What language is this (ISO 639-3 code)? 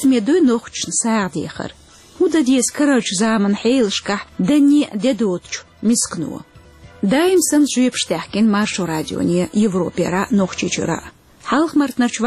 che